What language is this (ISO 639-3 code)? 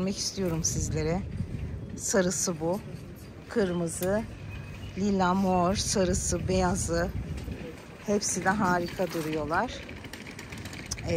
tur